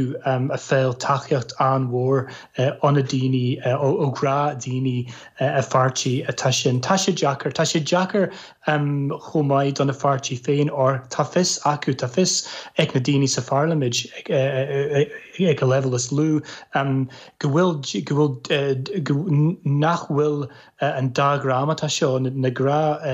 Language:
Irish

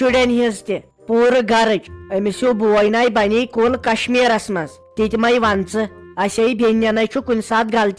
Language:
Kashmiri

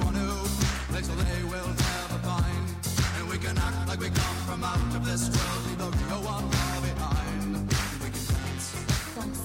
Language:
English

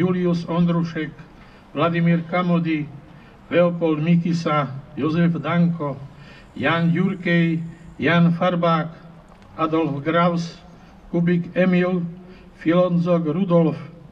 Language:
Slovak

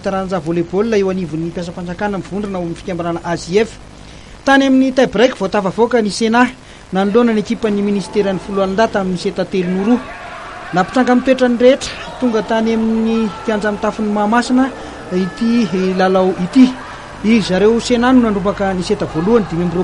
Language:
Malagasy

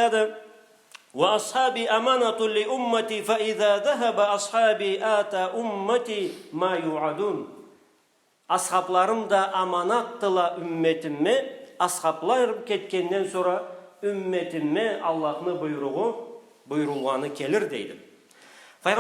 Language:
Karachay-Balkar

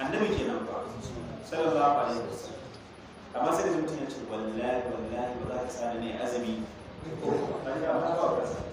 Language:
Hausa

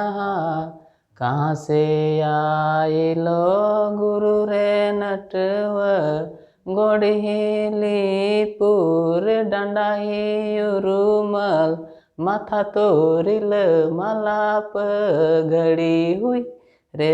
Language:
Santali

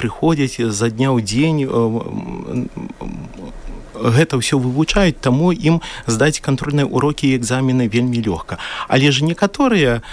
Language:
Belarusian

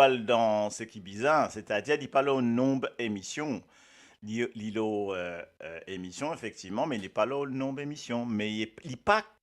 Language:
Morisyen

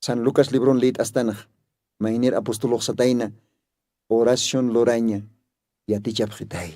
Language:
Aymara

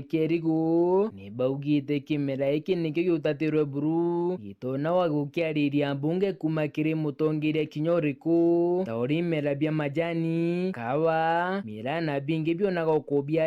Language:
Meru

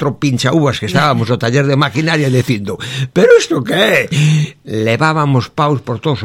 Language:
Galician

